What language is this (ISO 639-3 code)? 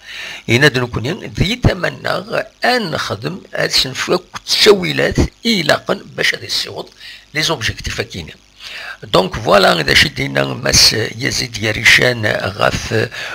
kab